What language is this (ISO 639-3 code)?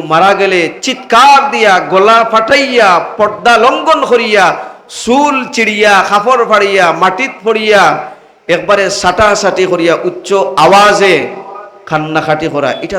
syl